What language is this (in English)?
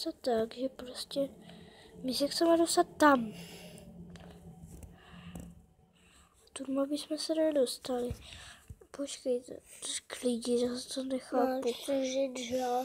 Czech